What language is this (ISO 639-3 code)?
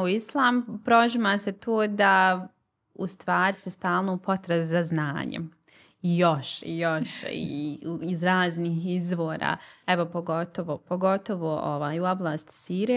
bos